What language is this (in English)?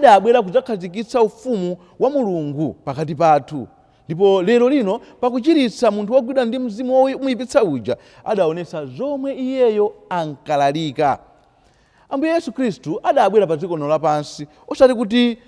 Nyanja